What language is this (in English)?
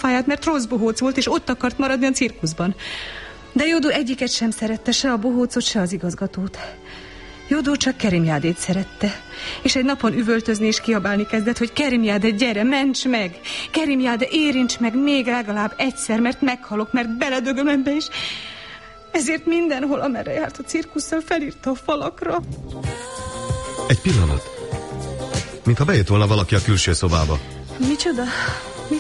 Hungarian